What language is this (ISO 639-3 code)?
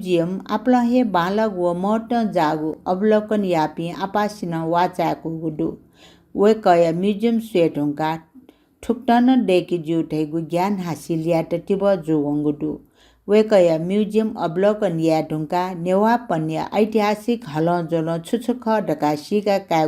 new